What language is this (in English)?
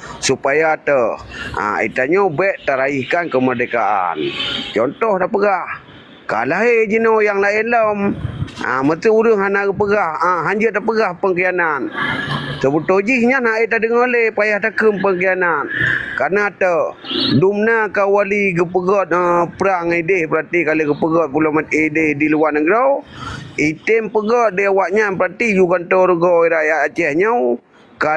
Achinese